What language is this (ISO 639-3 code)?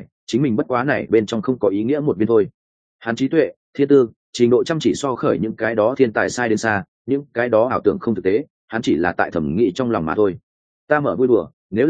vie